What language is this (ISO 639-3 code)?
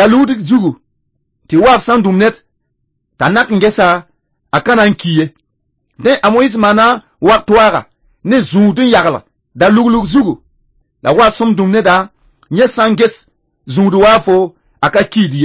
mos